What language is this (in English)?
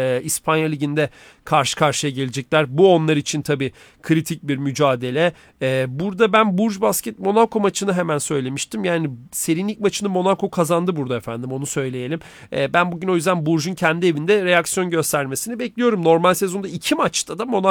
Turkish